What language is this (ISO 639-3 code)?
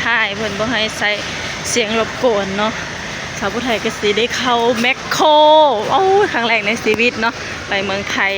lao